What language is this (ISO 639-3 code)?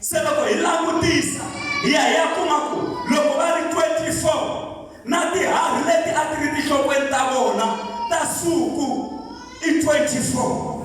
tso